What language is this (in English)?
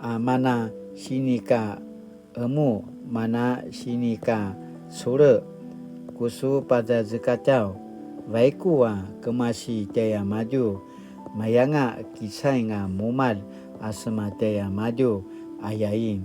Paiwan